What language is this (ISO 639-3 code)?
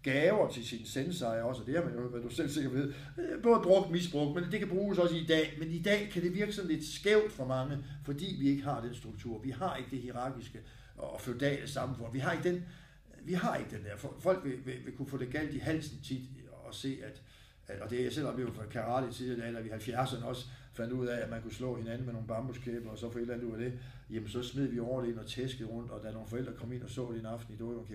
dan